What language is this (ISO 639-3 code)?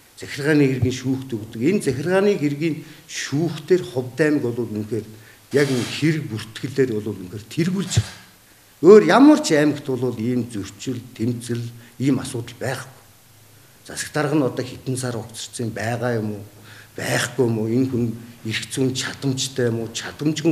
mon